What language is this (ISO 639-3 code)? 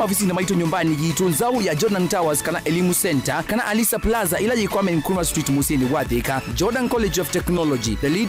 kam